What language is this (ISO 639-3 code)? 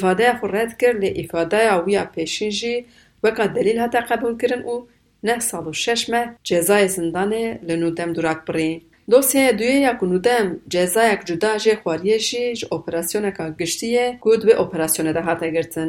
kur